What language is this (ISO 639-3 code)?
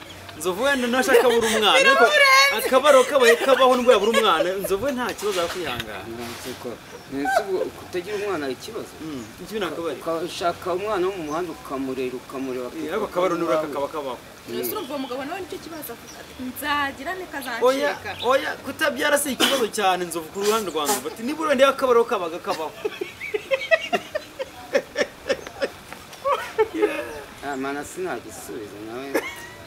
kin